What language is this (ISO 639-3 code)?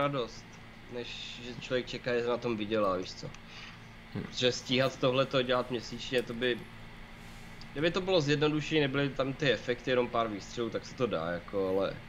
ces